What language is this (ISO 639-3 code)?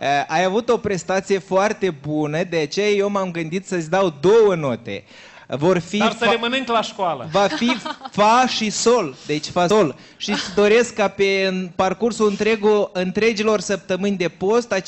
ron